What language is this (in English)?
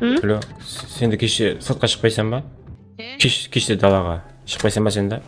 Kara-Kalpak